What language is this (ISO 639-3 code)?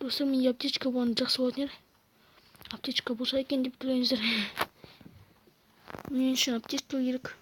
kaz